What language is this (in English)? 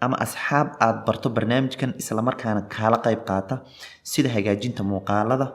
Somali